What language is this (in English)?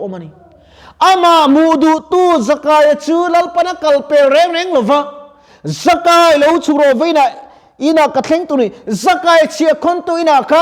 Mizo